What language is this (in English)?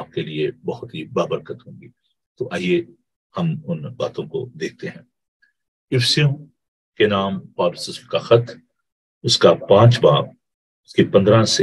Urdu